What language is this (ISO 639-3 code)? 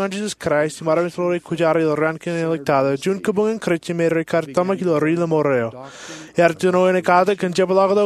mah